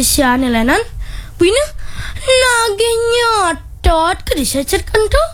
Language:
Balinese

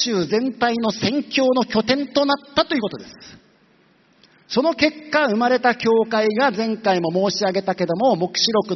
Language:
Japanese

